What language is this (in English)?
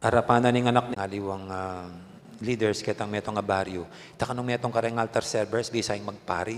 Pampanga